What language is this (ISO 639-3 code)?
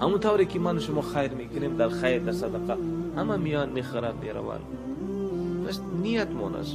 tgk